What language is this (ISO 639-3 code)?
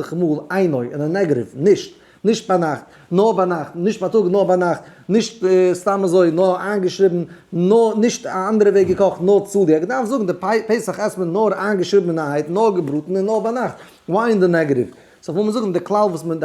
yid